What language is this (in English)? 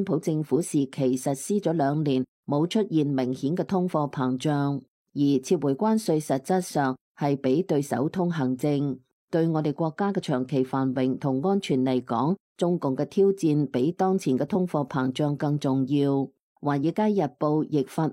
Cantonese